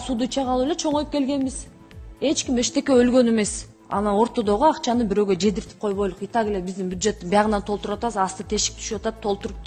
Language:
Kyrgyz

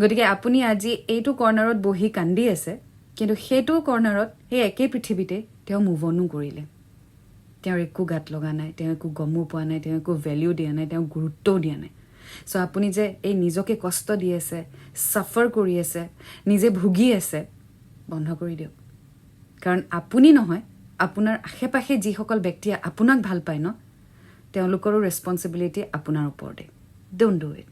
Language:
Assamese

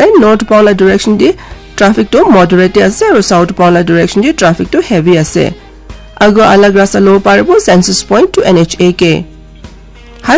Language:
Naga Pidgin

